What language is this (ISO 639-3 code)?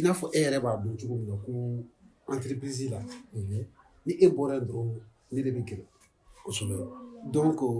bam